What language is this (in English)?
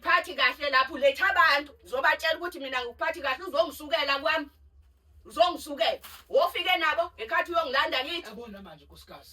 Zulu